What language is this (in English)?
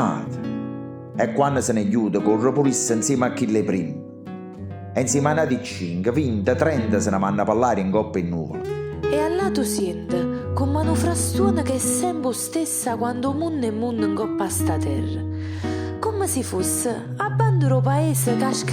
Neapolitan